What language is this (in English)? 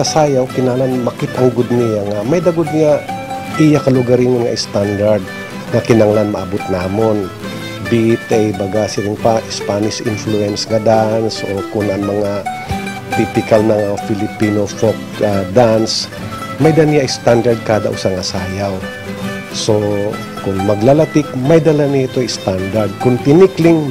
Waray